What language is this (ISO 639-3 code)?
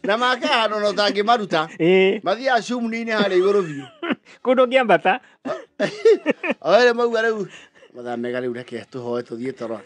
kik